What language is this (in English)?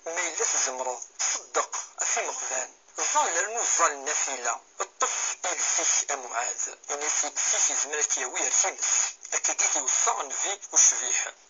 Kabyle